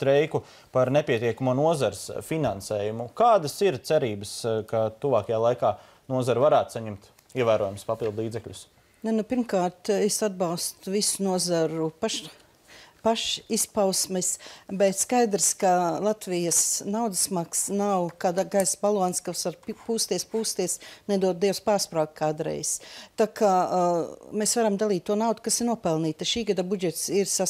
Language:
Latvian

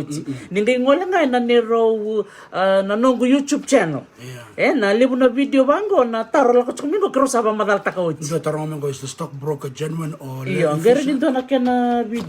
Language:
Fijian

